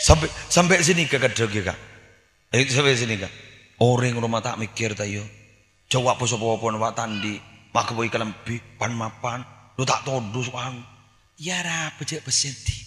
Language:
Madurese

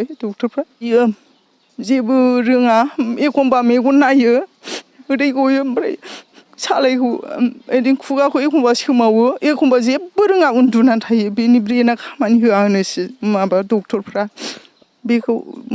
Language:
Bodo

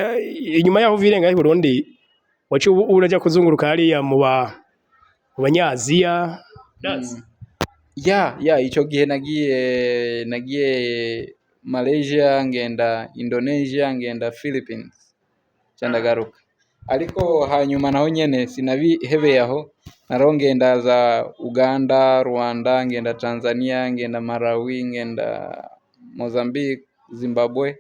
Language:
Rundi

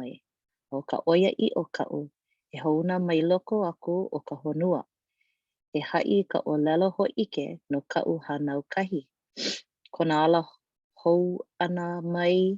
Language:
Hawaiian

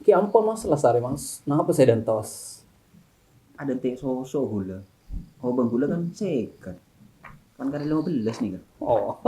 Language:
Madurese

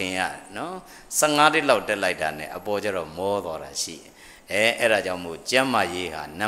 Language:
Burmese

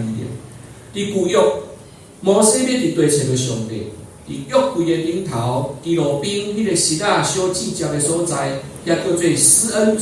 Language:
Min Nan Chinese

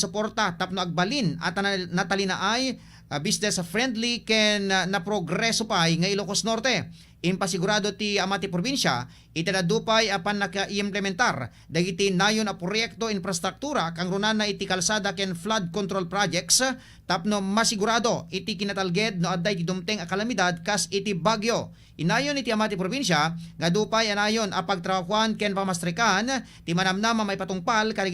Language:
Iloko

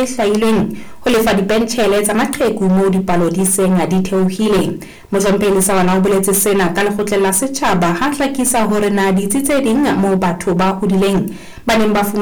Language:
Southern Sotho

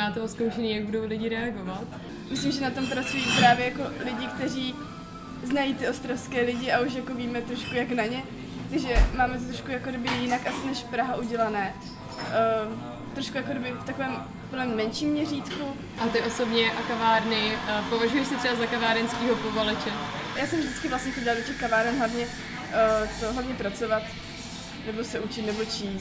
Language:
Czech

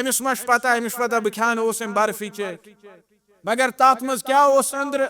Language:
Kashmiri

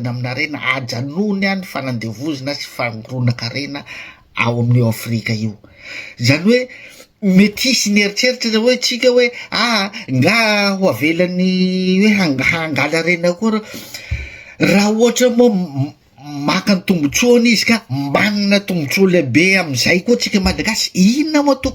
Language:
Malagasy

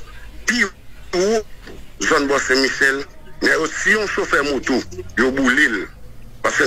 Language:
Haitian Creole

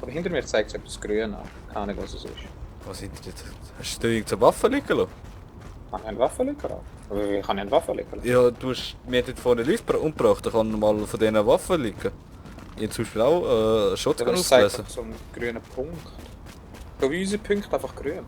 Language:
Swiss German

